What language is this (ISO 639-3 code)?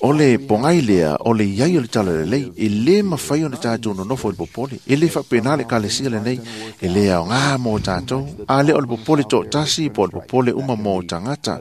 smo